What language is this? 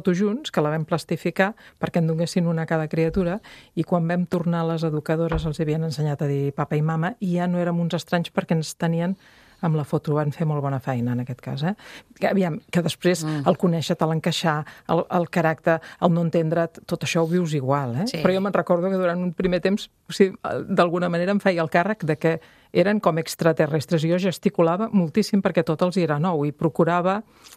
Catalan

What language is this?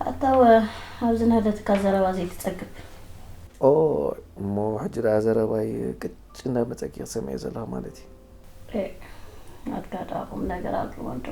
Tigrinya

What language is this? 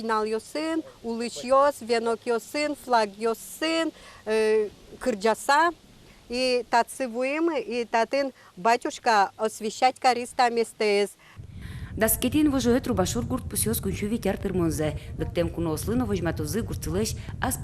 Udmurt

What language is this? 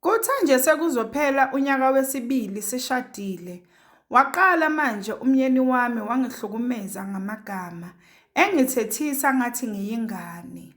Zulu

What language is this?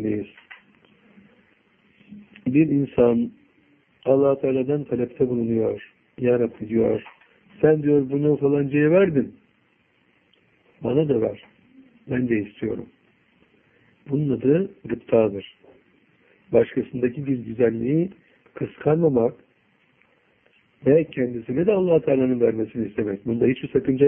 Turkish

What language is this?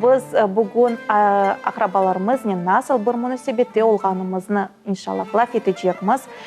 Crimean Tatar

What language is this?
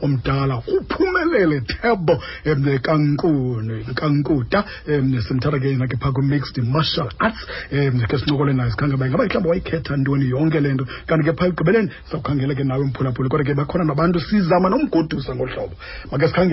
Xhosa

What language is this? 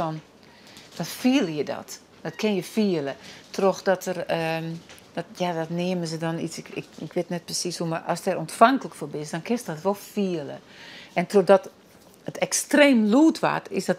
Western Frisian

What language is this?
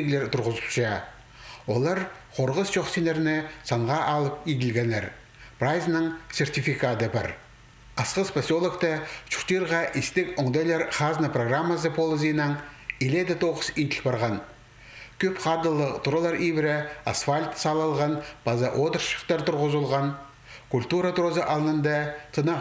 Khakas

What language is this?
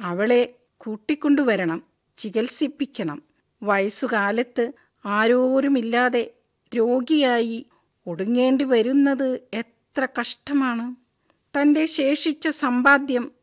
Malayalam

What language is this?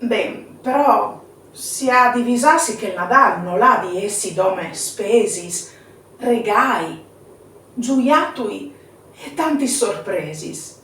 Friulian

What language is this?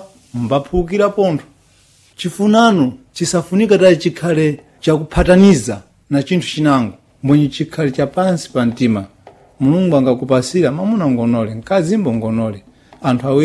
Sena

